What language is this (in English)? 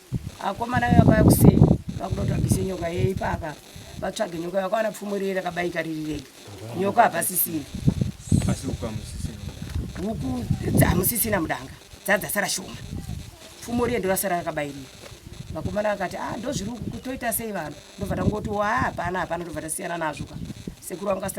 Shona